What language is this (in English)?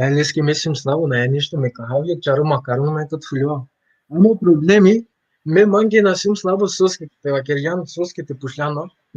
Balkan Romani